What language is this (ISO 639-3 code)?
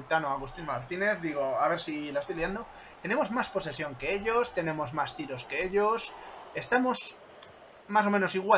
spa